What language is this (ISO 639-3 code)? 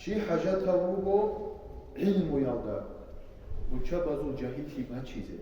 ava